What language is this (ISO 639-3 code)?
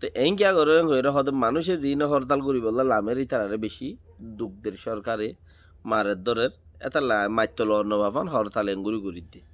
rhg